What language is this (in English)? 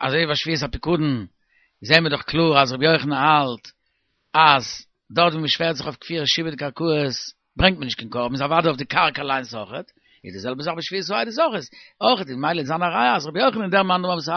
Yiddish